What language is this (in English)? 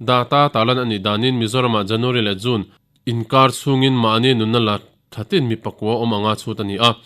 Mizo